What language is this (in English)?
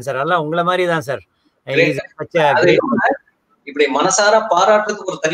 Tamil